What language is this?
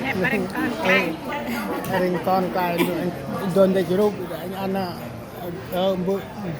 Central Mnong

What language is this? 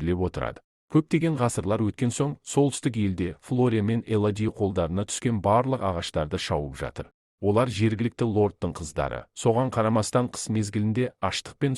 Kazakh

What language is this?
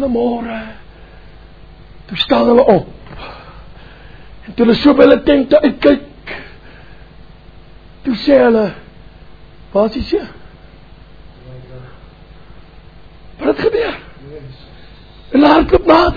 Afrikaans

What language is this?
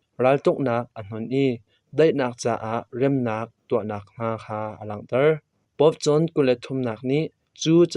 Hakha Chin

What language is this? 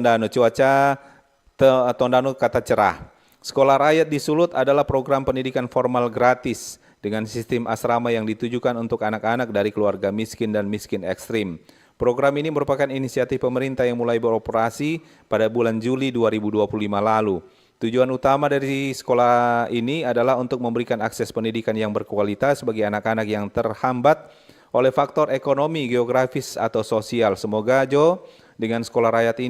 Manado Malay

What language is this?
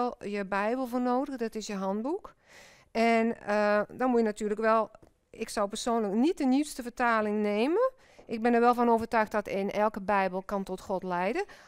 Dutch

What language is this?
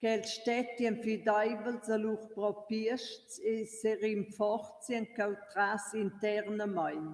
Romansh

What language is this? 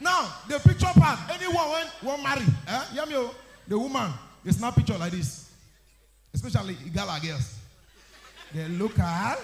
Nigerian Pidgin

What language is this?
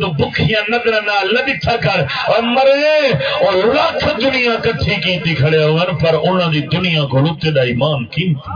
Saraiki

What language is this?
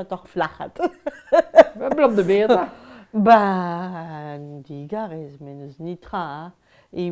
Breton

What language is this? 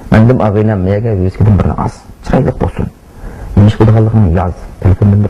Uyghur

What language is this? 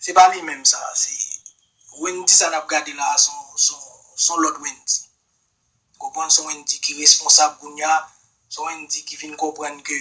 Haitian Creole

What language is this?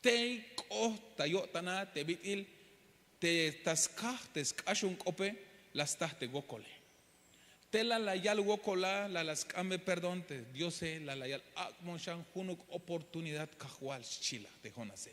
Tzeltal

